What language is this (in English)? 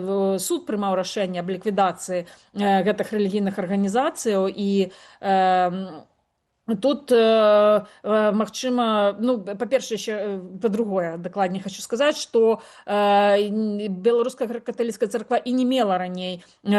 Belarusian